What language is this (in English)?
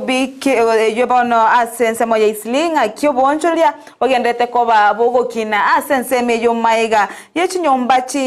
Gusii